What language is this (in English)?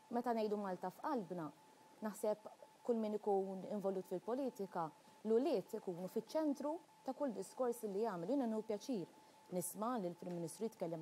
Maltese